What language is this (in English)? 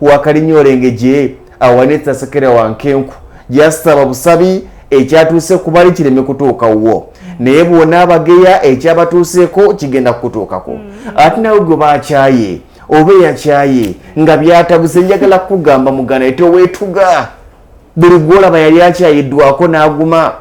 Ganda